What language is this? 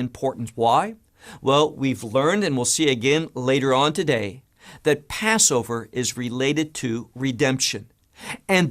English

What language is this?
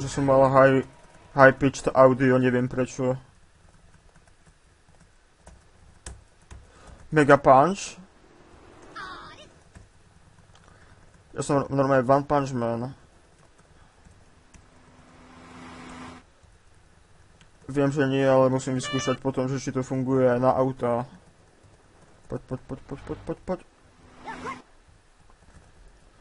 Slovak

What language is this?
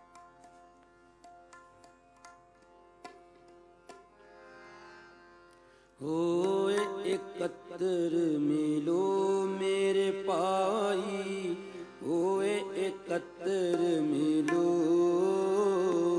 Punjabi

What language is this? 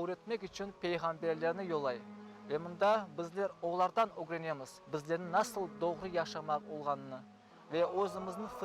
Crimean Tatar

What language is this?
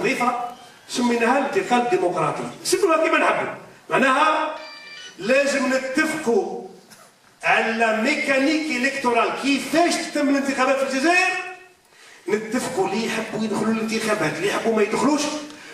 Algerian Arabic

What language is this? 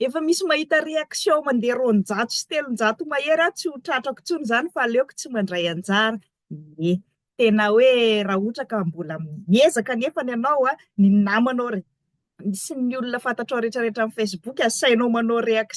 Malagasy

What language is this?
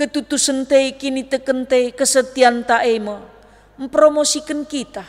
Batak Karo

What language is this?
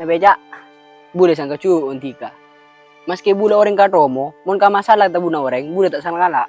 Madurese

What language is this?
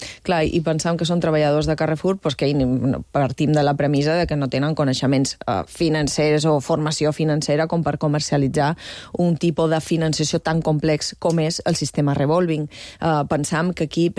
Catalan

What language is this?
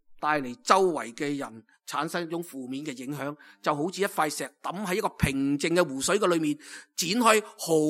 Cantonese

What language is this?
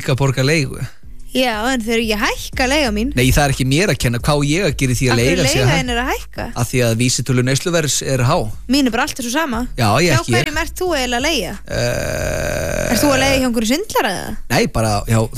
Icelandic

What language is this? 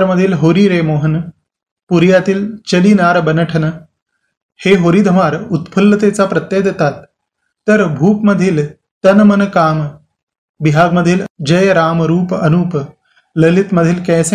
Marathi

